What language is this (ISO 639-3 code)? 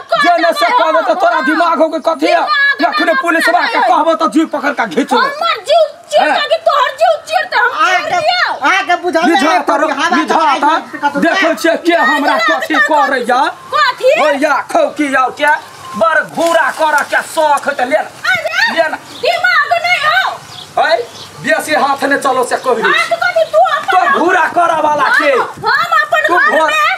mai